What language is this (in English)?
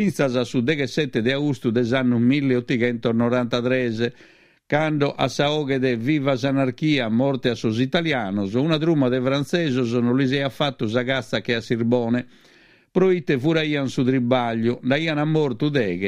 Sardinian